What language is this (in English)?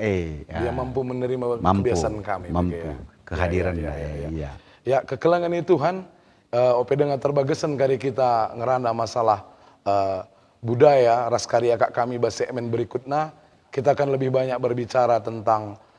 Batak Karo